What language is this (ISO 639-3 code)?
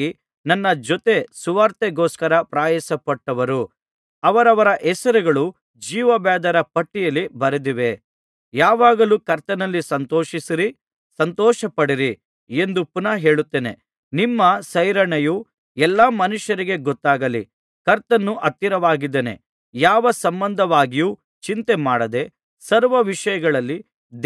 kan